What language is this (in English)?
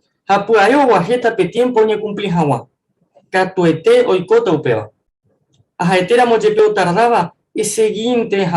Guarani